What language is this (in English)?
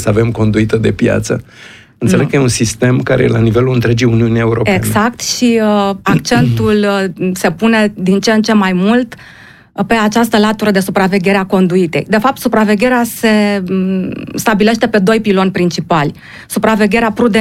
Romanian